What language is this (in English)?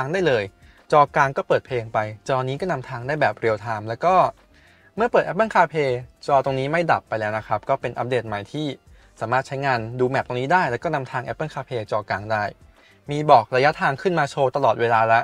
Thai